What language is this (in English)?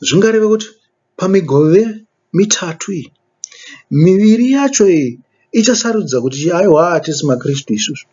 Shona